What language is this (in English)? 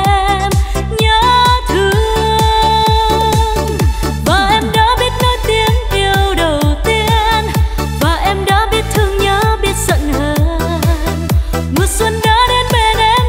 Vietnamese